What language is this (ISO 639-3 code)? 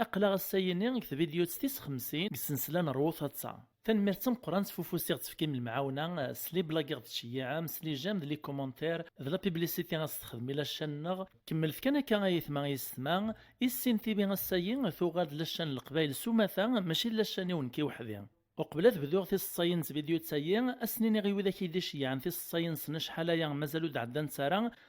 kab